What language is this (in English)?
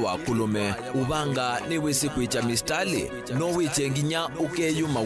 Kamba